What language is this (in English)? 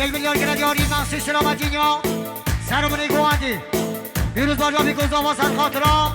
Kurdish